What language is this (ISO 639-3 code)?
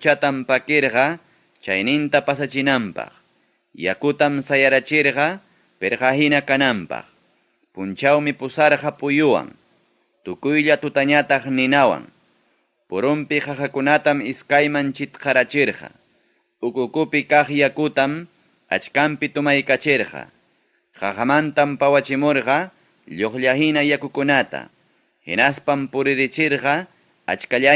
quy